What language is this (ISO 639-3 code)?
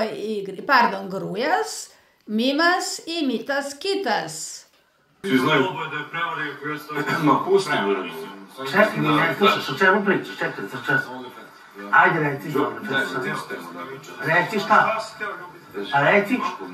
srp